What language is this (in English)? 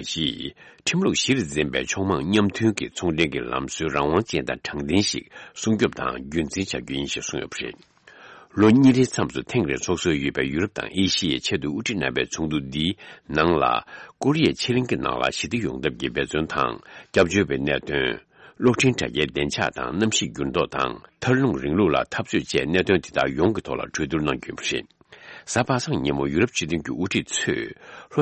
Tibetan